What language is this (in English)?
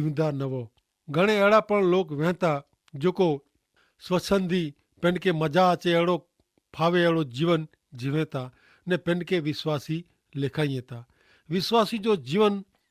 Kachhi